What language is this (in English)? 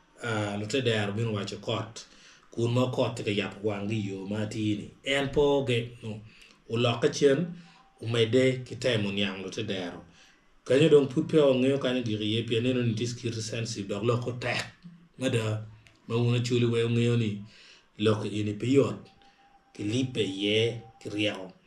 Acoli